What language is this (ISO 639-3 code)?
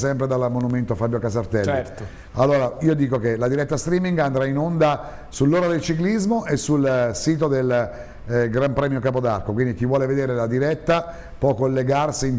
ita